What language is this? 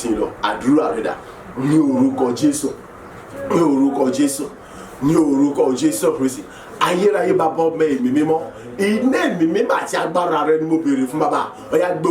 Yoruba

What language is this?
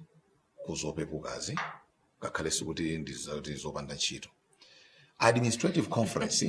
Nyanja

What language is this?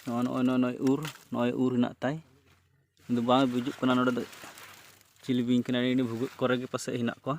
Santali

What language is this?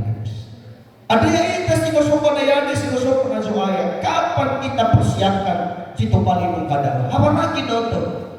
Nias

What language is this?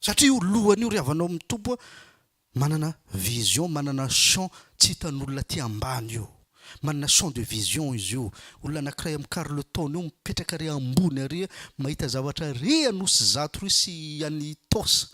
Malagasy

